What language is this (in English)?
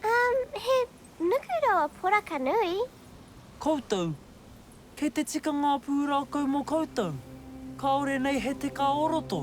Māori